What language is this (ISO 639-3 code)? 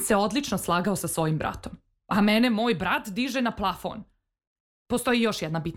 srp